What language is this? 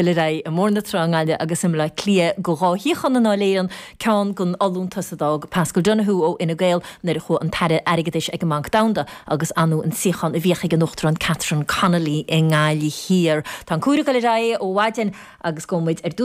Irish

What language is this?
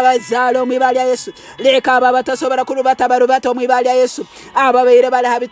Tooro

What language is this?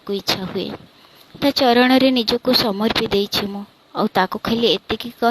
Odia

